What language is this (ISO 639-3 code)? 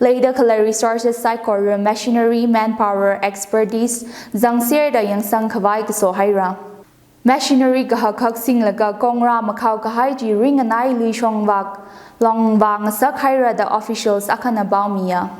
nmf